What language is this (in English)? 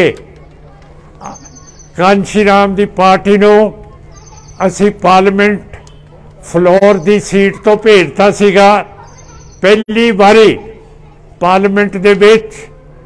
Punjabi